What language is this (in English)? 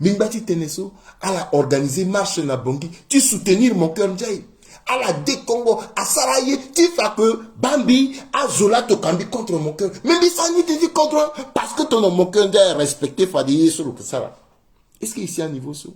Sango